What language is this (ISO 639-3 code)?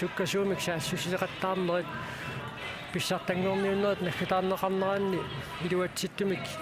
kal